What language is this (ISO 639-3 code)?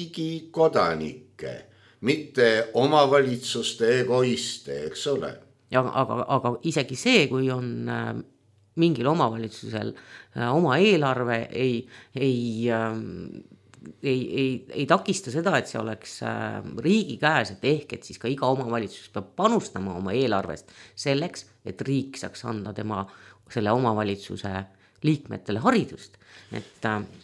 est